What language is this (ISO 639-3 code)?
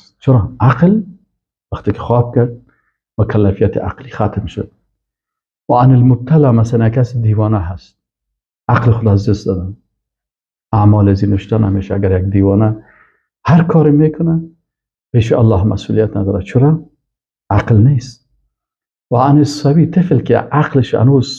fas